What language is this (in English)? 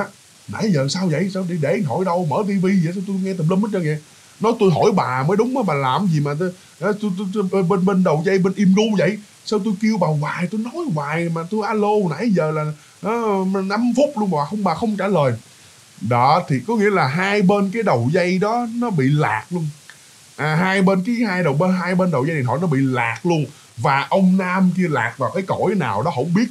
Vietnamese